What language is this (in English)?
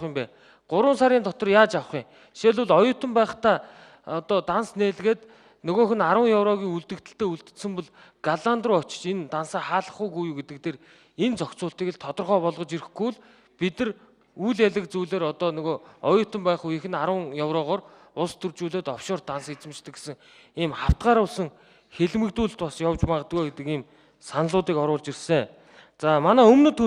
Mongolian